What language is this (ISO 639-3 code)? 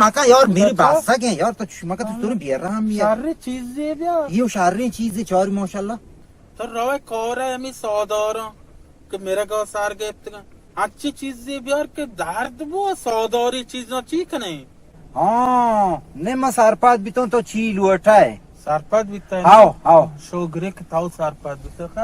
bal